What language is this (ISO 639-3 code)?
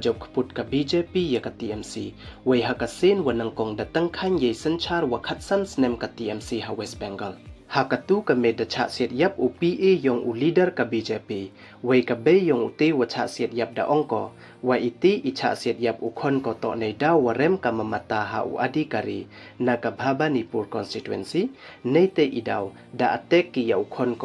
pbv